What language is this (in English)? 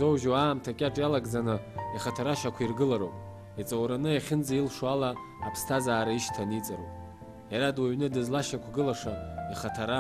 Abkhazian